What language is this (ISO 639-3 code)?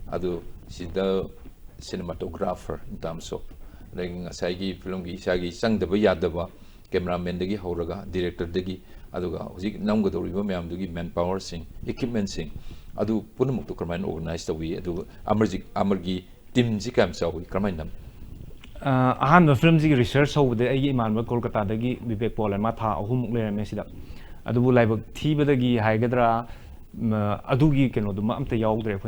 mni